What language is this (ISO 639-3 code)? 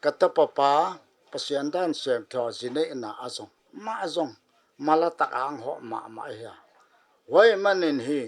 pck